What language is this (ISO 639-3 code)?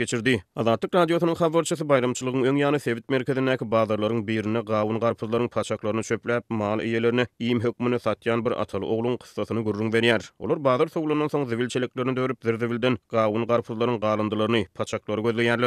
tuk